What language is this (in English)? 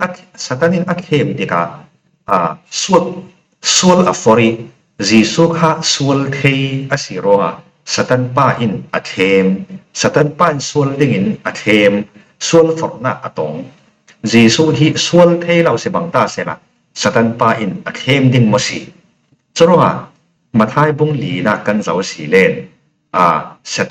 Falam Chin